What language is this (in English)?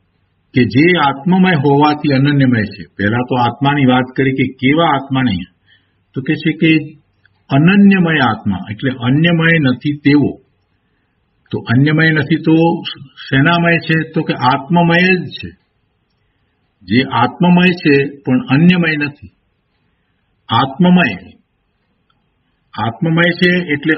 Gujarati